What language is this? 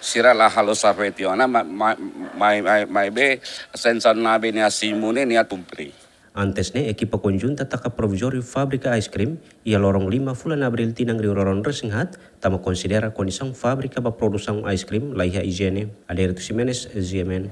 Tetum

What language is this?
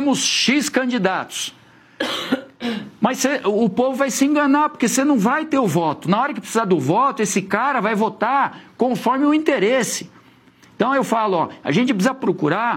Portuguese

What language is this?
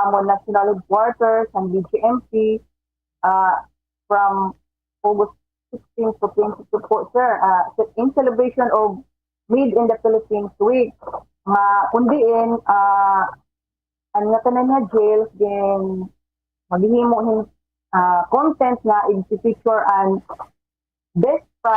Waray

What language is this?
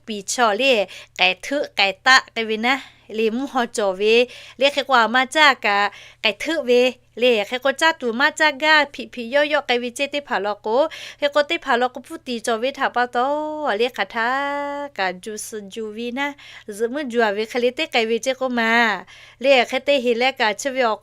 Lahu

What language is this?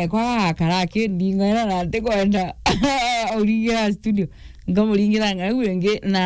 Meru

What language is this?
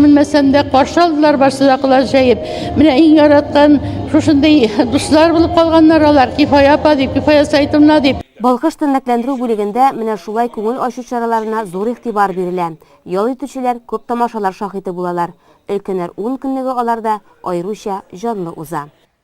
Tatar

